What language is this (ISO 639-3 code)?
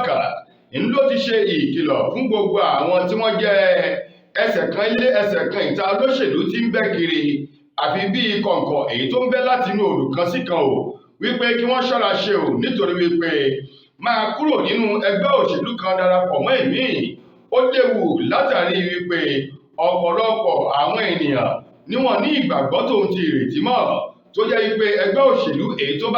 yor